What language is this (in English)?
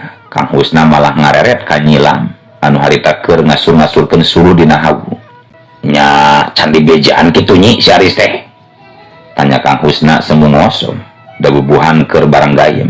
Sundanese